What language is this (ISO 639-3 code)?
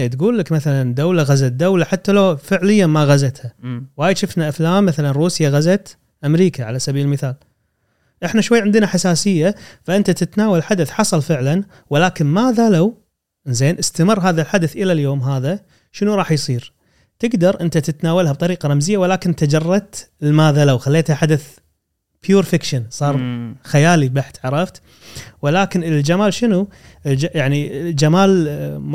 afb